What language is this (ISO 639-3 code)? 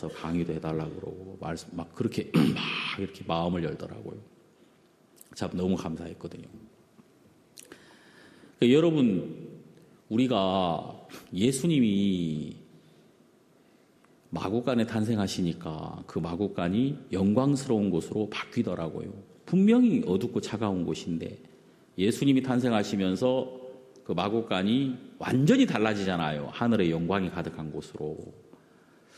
kor